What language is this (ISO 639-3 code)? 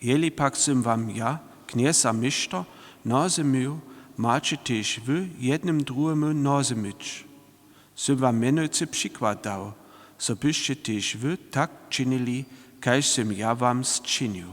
hsb